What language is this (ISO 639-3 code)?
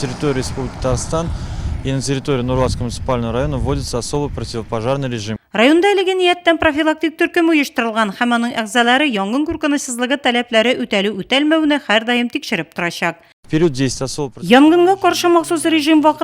tat